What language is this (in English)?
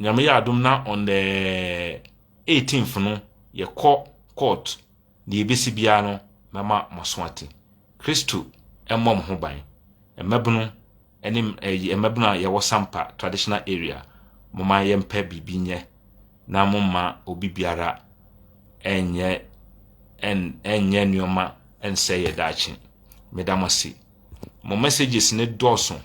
Akan